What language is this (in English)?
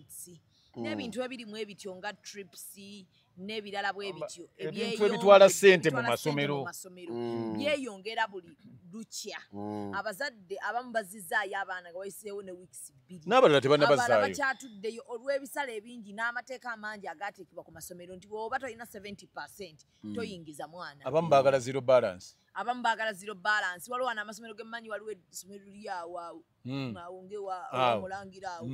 Ganda